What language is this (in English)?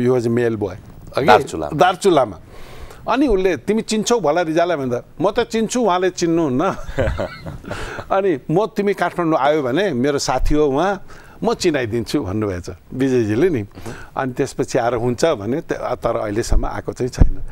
Nepali